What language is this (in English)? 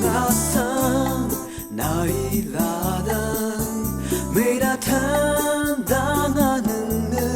Rawang